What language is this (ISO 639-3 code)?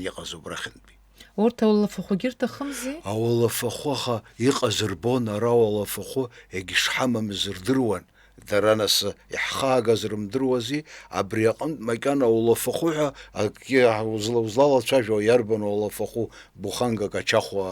abk